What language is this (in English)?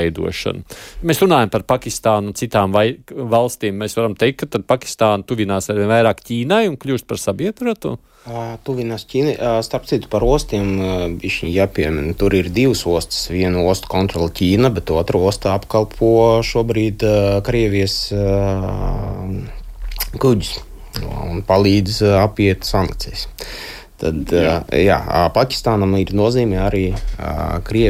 Latvian